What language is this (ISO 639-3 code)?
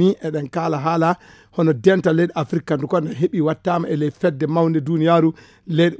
ful